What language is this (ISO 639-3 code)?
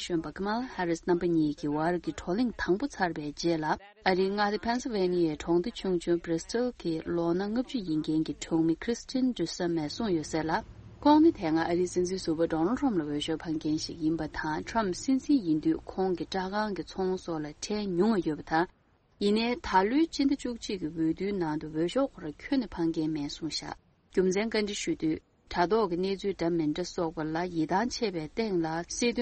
bod